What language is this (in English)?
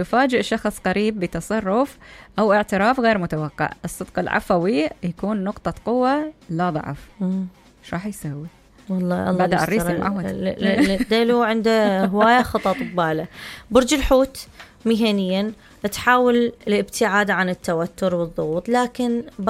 Mesopotamian Arabic